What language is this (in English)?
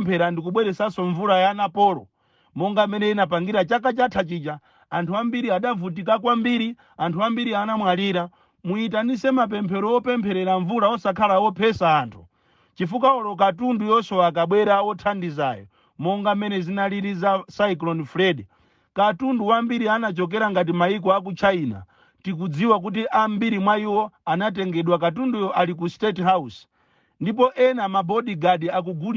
Nyanja